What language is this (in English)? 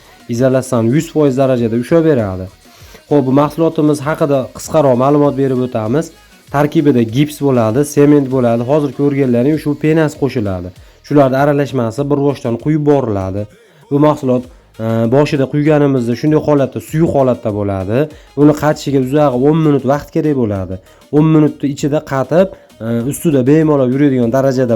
Uzbek